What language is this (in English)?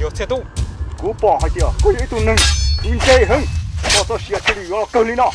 Hmong